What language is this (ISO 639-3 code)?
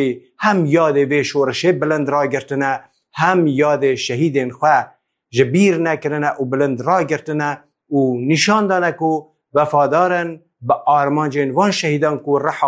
kur